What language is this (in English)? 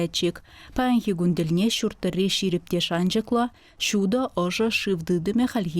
Chuvash